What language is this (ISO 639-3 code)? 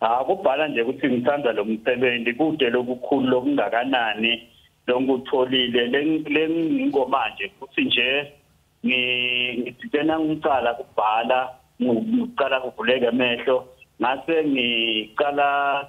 zul